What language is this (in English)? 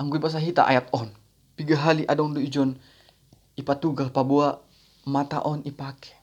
Batak Simalungun